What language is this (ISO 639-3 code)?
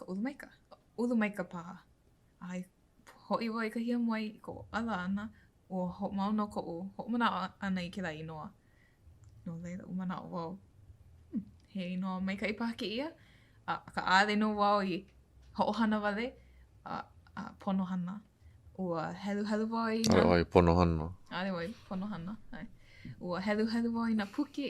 haw